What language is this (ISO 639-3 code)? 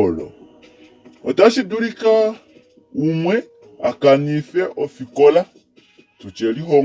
kua